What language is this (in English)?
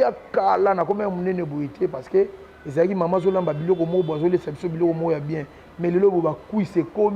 Lingala